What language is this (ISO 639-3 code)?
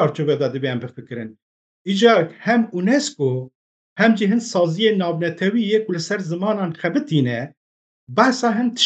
kur